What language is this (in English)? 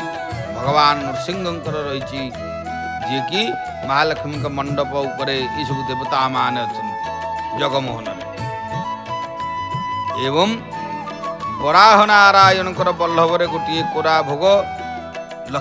Odia